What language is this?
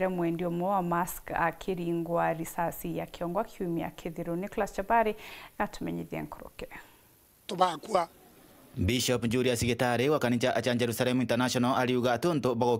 Meru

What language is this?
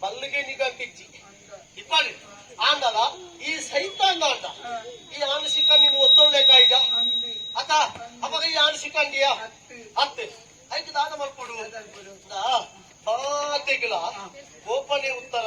Tulu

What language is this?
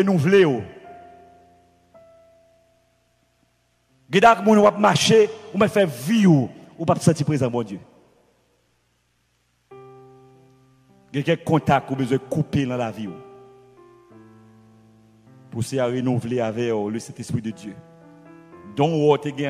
French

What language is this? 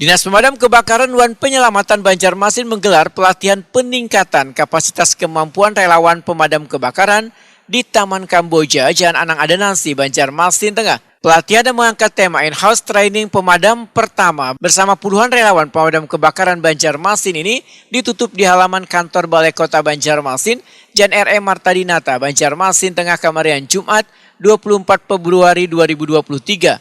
Banjar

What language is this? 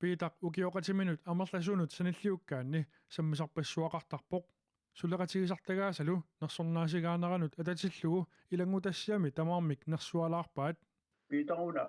Kalaallisut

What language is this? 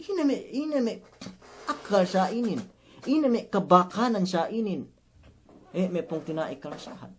Yakan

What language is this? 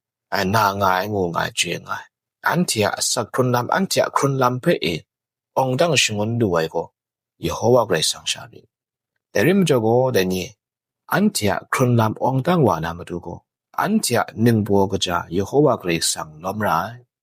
Kachin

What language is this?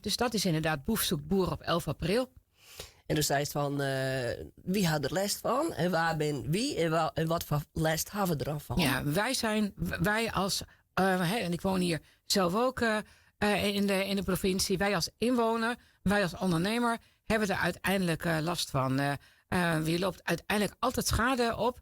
Western Frisian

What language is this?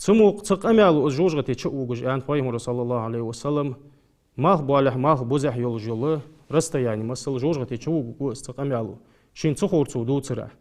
Ingush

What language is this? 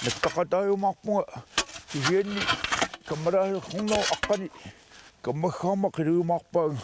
Kalaallisut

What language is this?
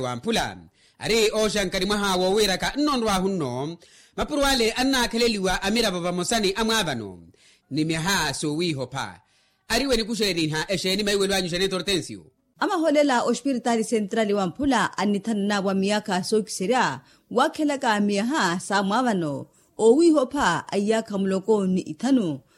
Makhuwa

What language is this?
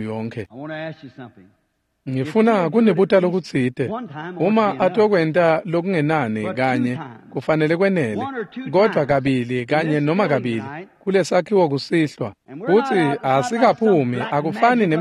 Swati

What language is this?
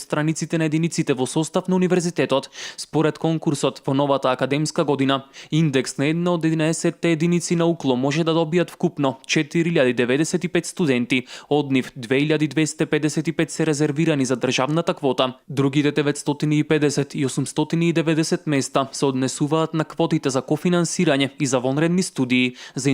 Macedonian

